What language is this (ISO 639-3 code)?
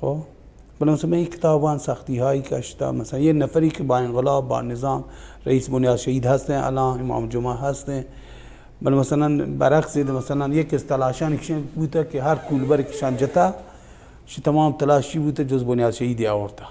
bal